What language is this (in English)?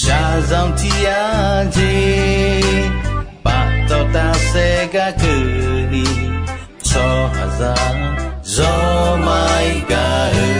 Akha